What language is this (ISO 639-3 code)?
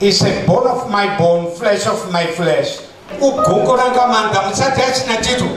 ven